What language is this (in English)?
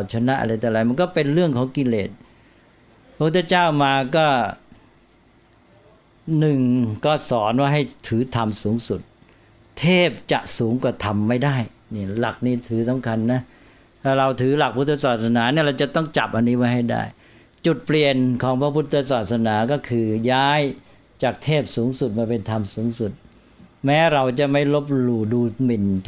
Thai